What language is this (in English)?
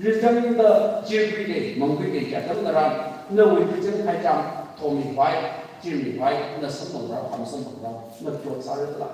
Tangkhul Naga (India)